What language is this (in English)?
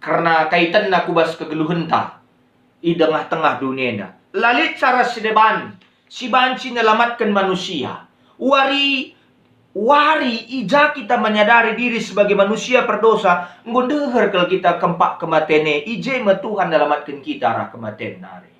Batak Karo